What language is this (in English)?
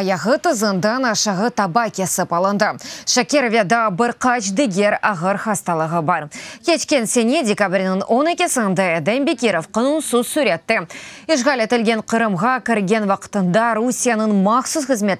Crimean Tatar